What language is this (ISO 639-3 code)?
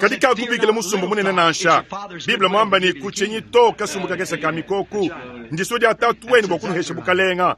lua